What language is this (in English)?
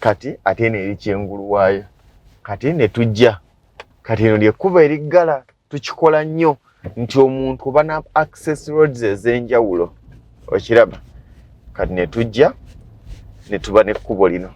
Ganda